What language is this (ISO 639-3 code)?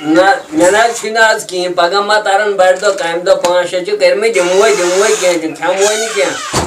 kas